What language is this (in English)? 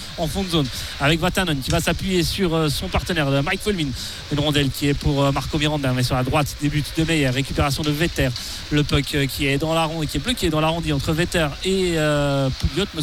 French